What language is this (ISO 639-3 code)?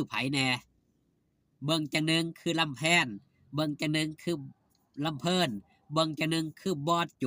lao